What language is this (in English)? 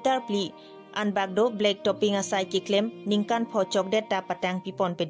Karbi